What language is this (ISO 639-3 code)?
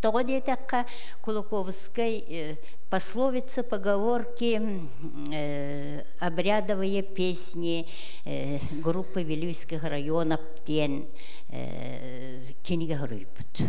sah